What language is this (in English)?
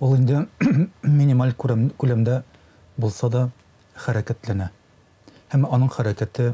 Tatar